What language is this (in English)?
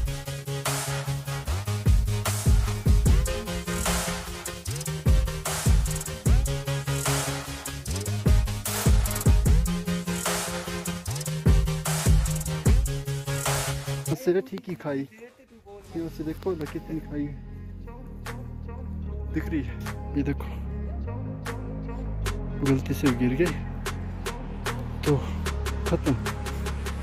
Hindi